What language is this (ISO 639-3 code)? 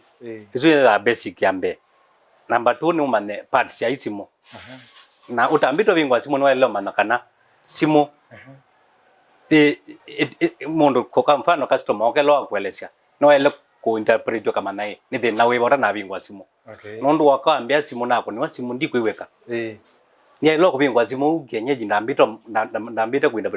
kam